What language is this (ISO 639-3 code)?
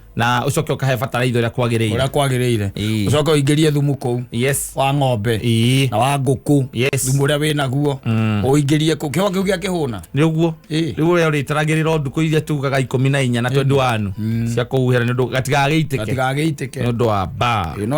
kik